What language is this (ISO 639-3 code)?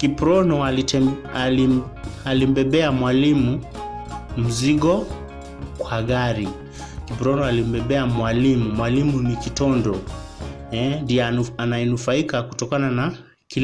swa